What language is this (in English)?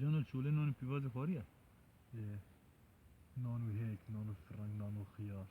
Kurdish